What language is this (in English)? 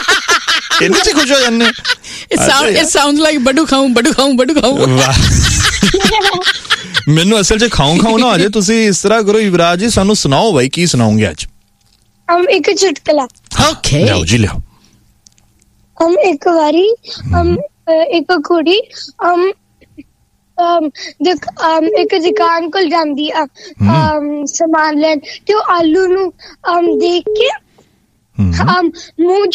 Punjabi